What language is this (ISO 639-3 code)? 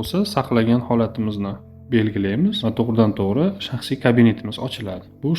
uzb